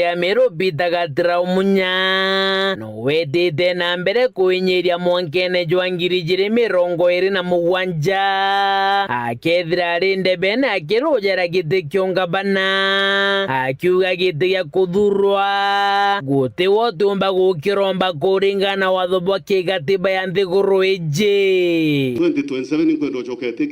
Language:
Meru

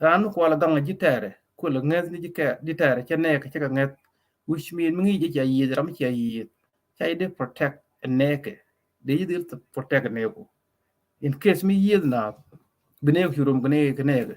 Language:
Nuer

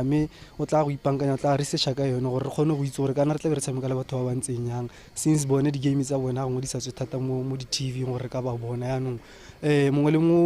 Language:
Tswana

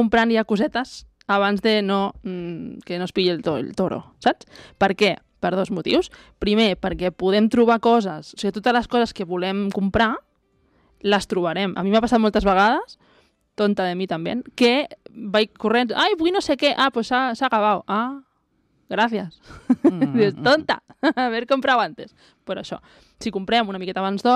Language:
Catalan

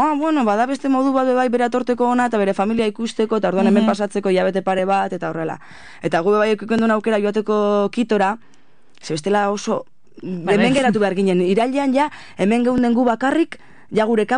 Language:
Basque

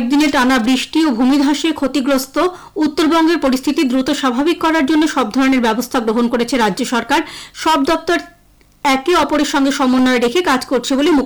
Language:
Bangla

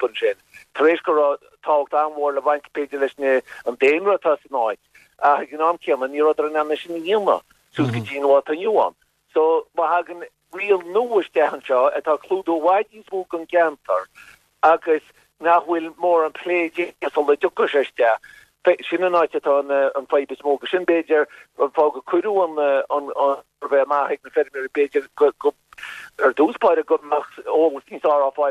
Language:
Irish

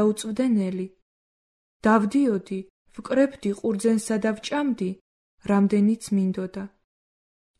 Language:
Georgian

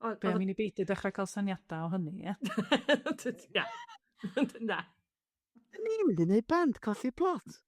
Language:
Welsh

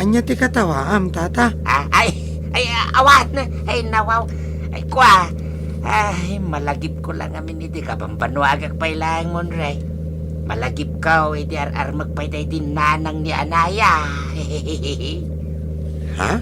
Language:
Iloko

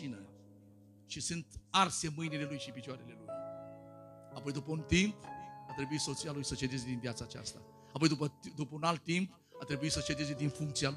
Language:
Romanian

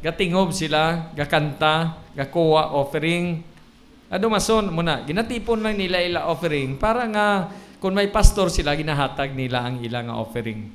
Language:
Hiligaynon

